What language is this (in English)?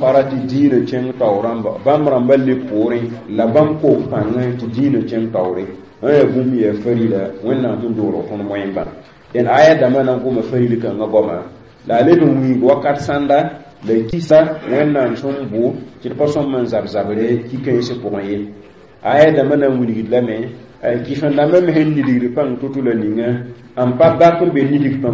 Mossi